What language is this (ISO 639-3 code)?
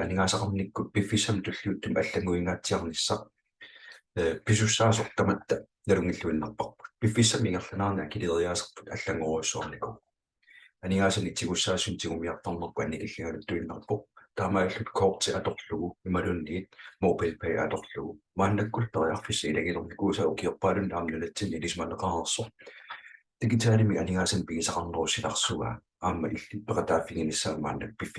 kal